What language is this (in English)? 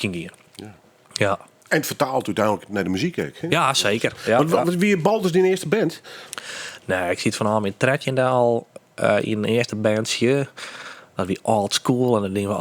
Western Frisian